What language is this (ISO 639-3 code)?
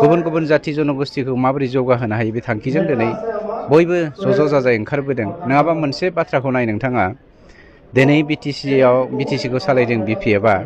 brx